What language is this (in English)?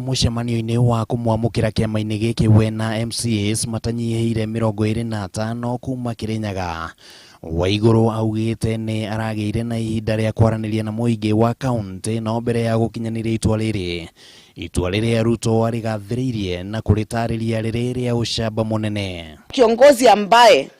Kikuyu